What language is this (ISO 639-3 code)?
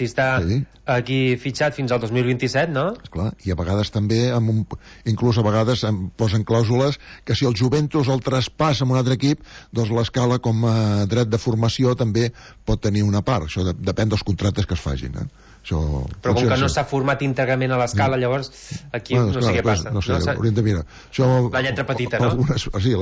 cat